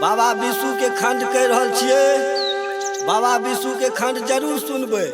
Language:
Maithili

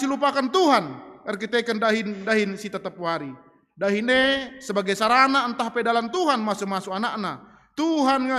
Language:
Batak Karo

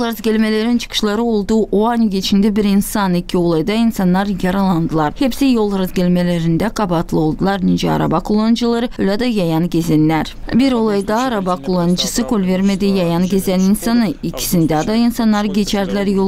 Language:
Gagauz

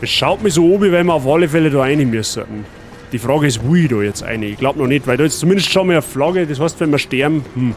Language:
Bavarian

